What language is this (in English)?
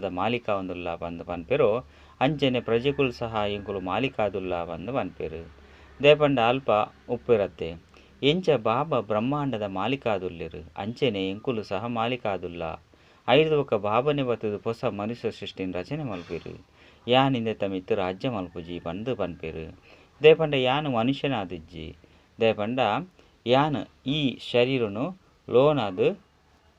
Tulu